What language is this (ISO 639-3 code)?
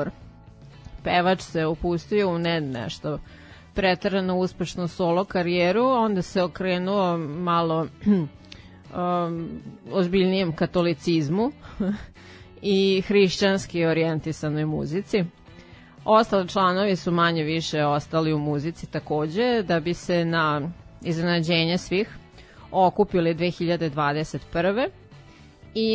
srp